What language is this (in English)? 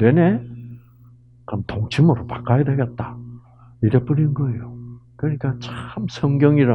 Korean